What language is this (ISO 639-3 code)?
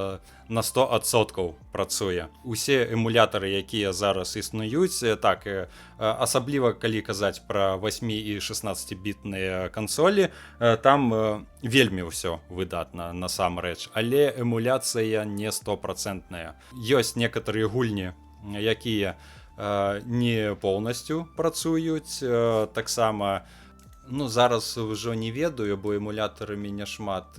bel